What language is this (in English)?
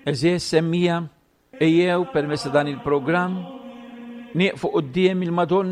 Maltese